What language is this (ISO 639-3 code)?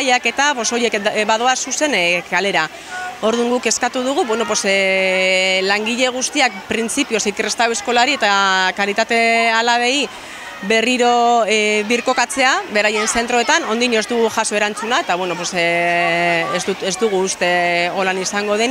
eus